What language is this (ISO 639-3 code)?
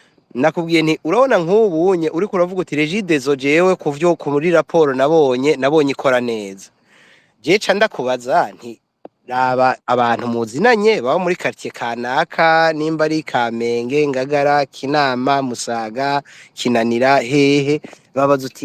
run